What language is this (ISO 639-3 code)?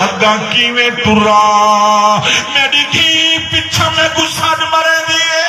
skr